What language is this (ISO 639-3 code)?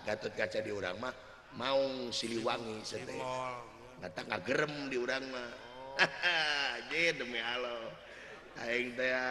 sun